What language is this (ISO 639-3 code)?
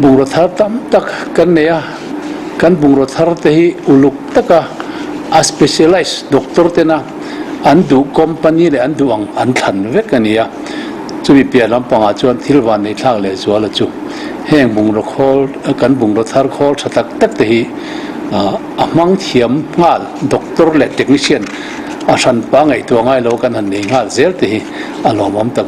lus